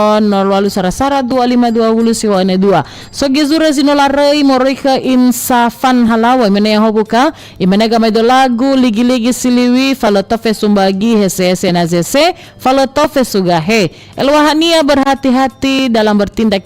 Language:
Nias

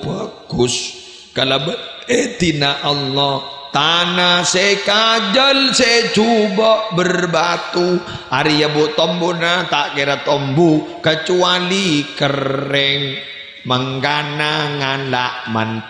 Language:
Madurese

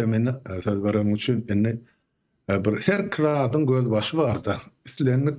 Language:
Turkmen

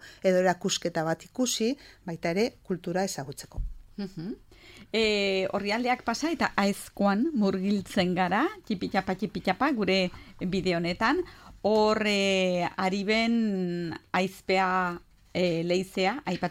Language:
Basque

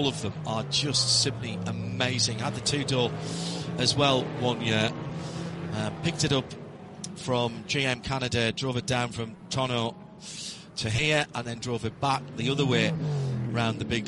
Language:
English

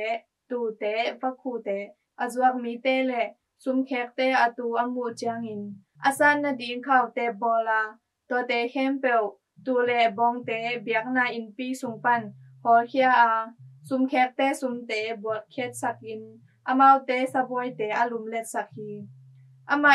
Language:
Tedim Chin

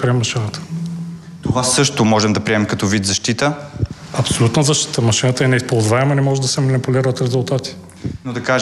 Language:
Bulgarian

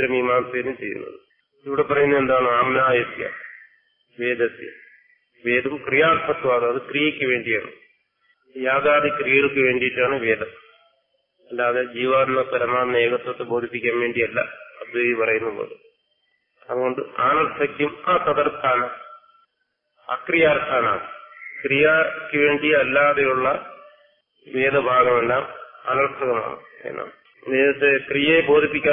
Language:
Malayalam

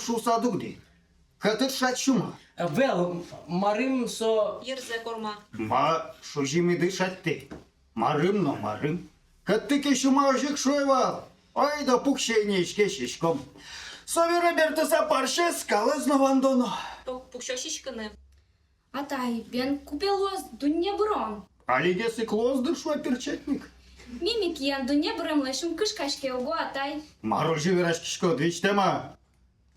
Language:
Udmurt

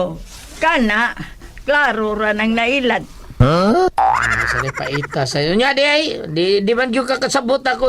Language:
Cebuano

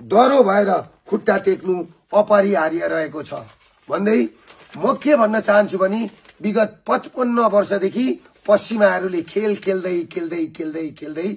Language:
Nepali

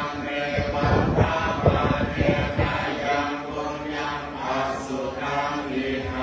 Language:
Pali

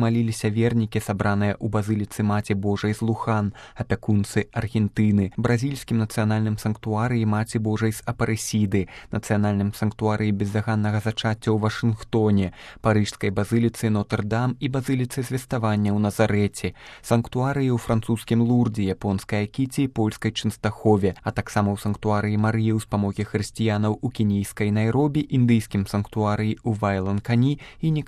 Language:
Belarusian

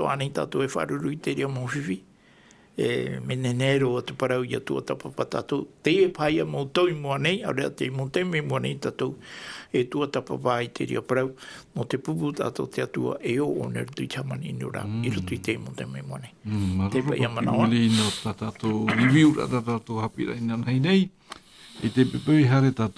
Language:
Tahitian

